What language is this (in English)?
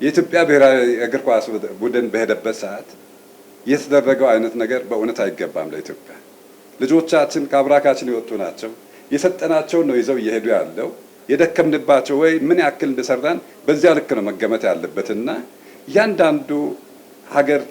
Amharic